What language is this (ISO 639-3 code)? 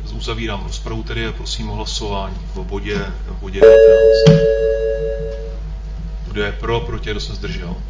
ces